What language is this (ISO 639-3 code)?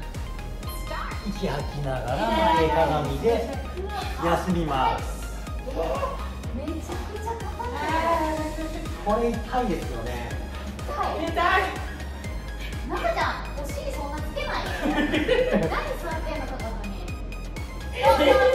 jpn